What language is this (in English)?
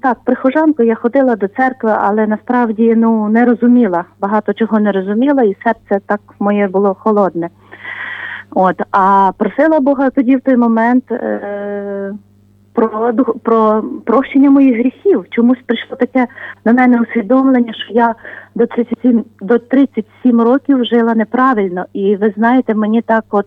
Ukrainian